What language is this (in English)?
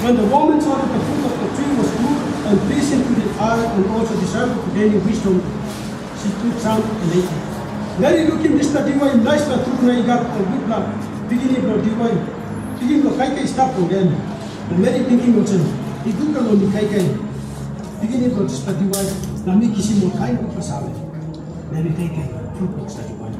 Tok Pisin